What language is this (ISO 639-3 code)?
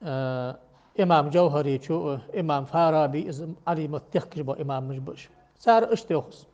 inh